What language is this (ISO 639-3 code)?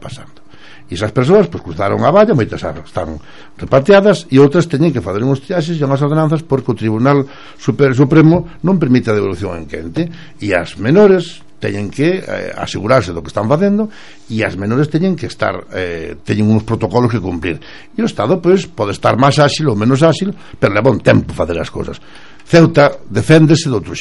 glg